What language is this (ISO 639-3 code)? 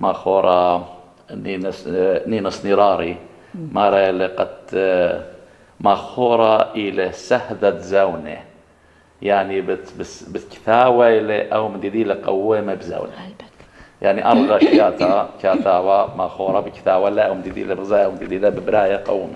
aii